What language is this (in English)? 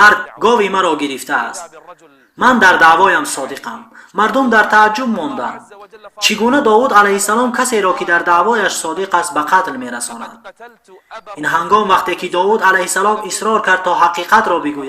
Tajik